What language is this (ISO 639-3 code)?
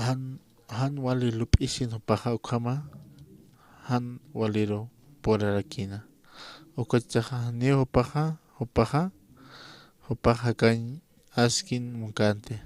aym